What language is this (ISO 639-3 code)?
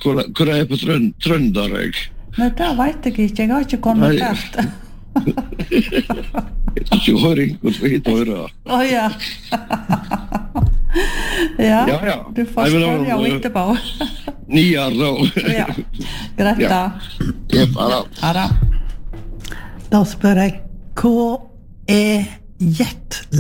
nor